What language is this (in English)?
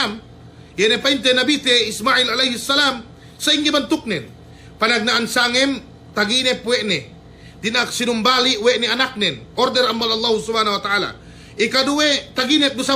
Yakan